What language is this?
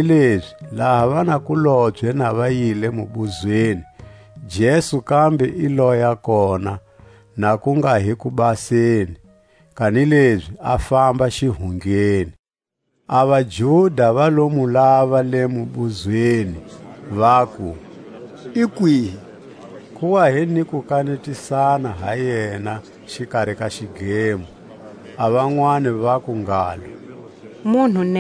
Tswa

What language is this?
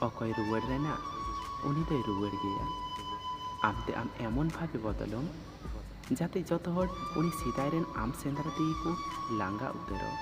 Santali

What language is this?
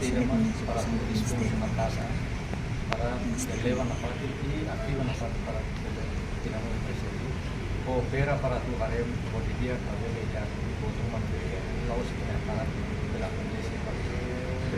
Tetum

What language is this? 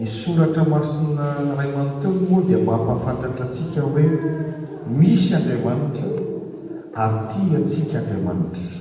Malagasy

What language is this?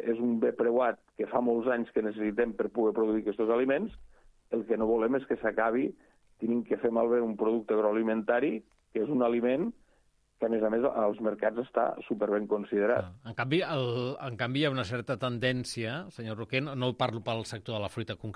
Catalan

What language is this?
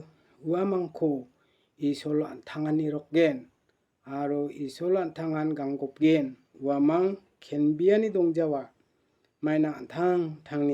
Garo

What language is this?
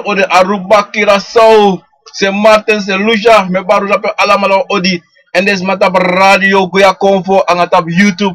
Sranan Tongo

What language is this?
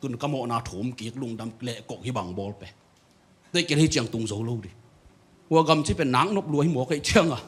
Tedim Chin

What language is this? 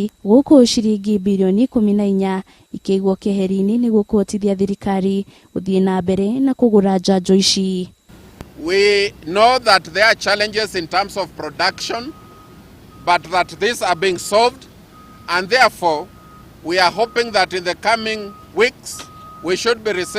Kikuyu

